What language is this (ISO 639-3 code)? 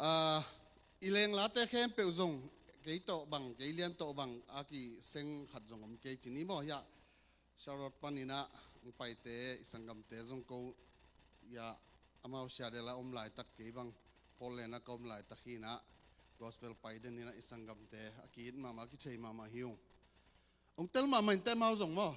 ctd